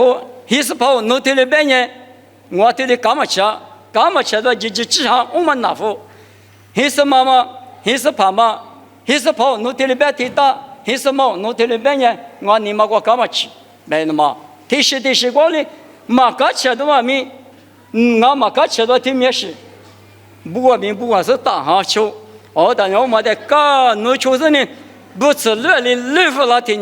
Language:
Lisu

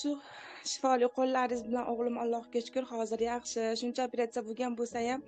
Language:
Uzbek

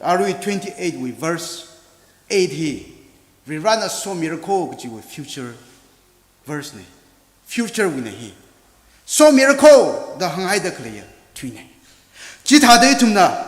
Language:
Tangkhul Naga (India)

